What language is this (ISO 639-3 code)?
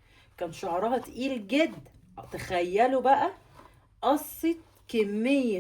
arz